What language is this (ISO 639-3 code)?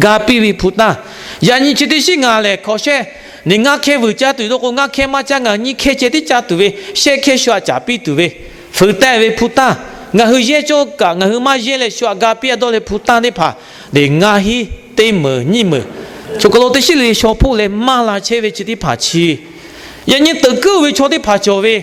lhu